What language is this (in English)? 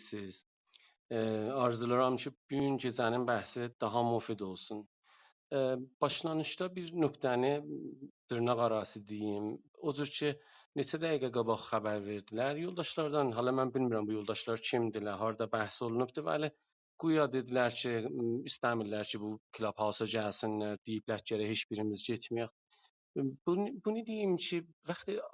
South Azerbaijani